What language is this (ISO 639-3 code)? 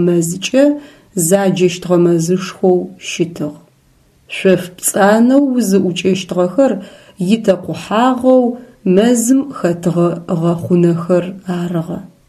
ady